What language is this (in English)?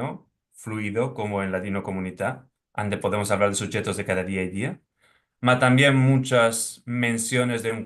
Ladino